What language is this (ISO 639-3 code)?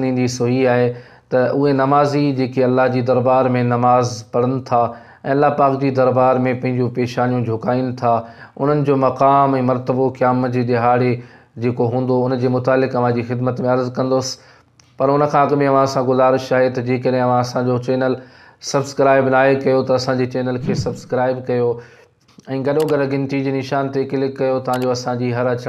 snd